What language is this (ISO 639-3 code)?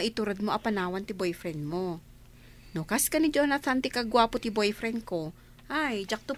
ilo